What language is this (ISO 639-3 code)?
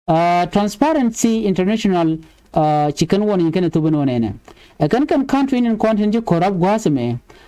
nus